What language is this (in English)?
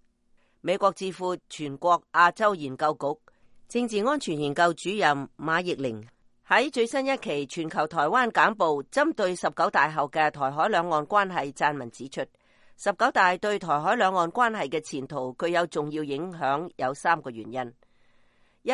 Cantonese